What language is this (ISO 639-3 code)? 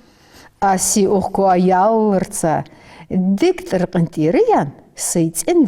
inh